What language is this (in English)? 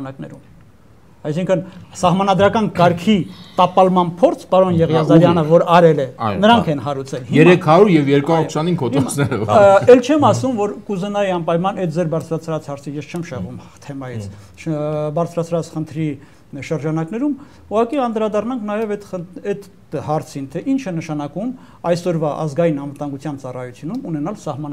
Armenian